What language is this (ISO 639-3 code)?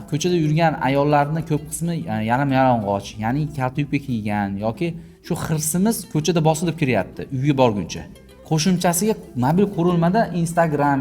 uzb